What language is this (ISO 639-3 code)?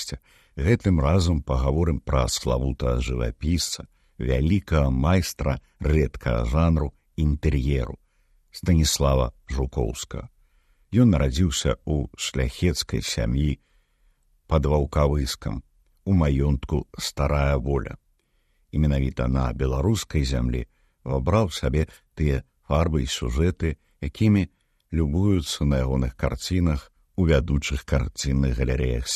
bel